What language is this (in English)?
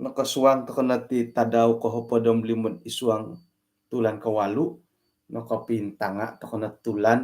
Central Dusun